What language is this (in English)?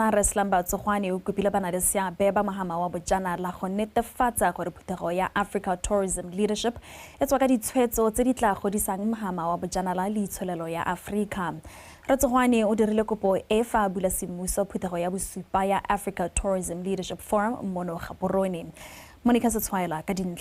Tswana